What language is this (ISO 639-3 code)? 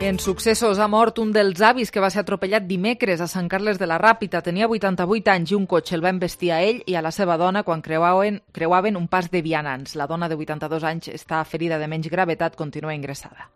cat